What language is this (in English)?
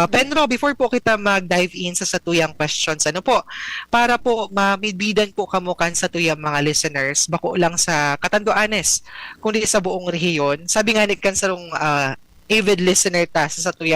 Bikol